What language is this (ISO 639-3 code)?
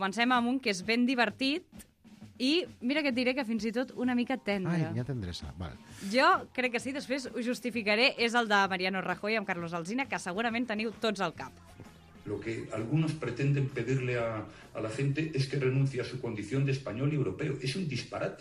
cat